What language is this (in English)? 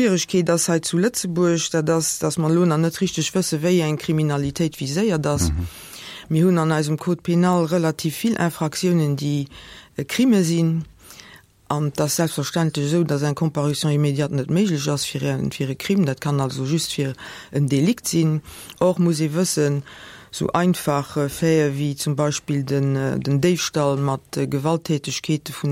Luxembourgish